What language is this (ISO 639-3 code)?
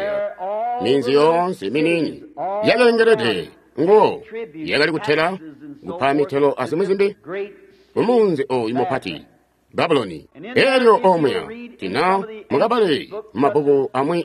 toi